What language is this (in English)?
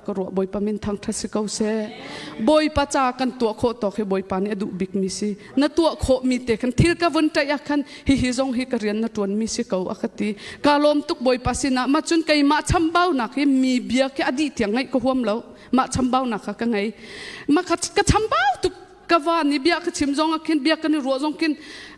Hakha Chin